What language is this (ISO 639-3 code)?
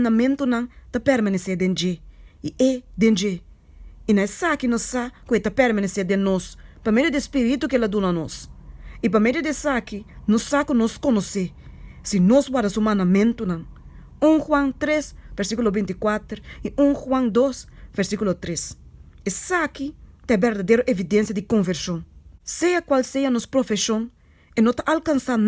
pap